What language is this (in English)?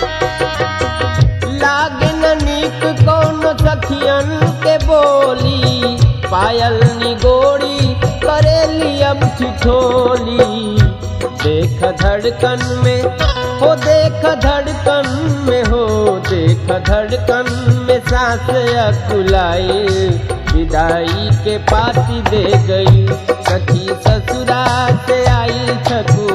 Bhojpuri